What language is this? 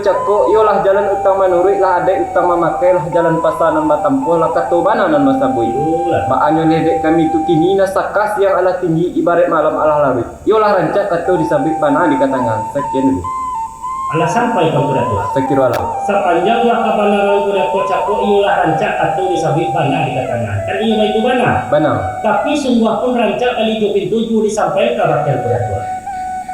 Minangkabau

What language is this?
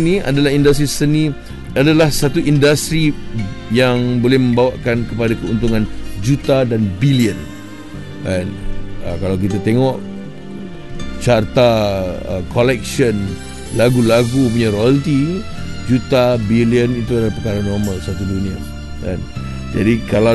Malay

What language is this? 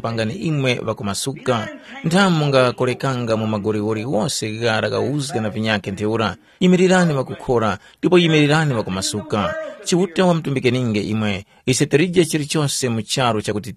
Tumbuka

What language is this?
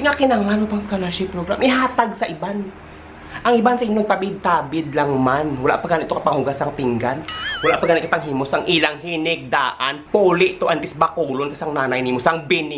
Hiligaynon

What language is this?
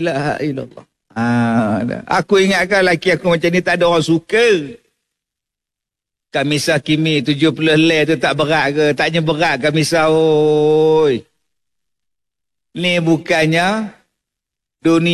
Malay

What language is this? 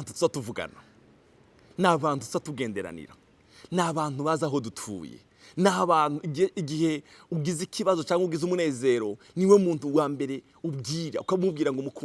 Rundi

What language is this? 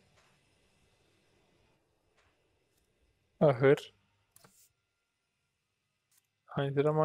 Turkish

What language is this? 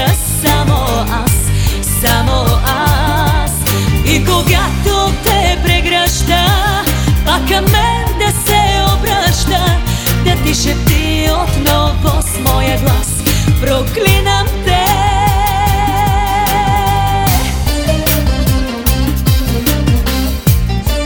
Bulgarian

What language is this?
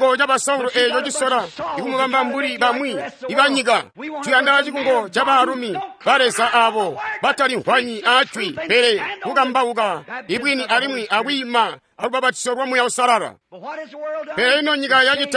Tonga (Zambia)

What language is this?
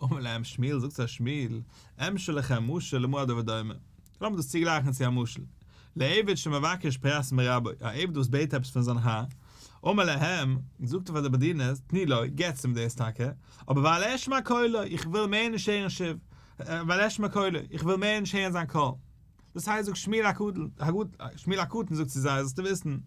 Yiddish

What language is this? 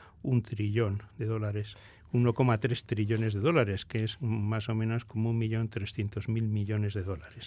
Spanish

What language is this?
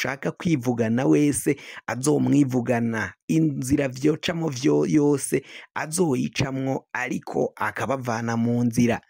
Rundi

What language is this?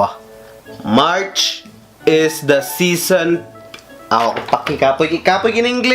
Cebuano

